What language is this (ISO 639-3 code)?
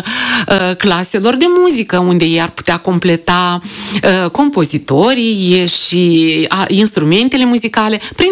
ron